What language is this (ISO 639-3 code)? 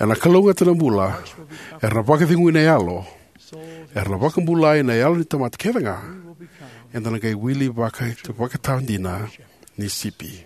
fij